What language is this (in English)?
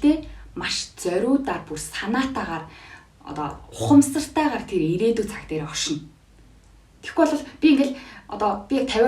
Mongolian